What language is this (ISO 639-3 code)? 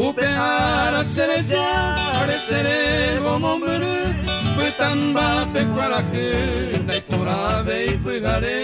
grn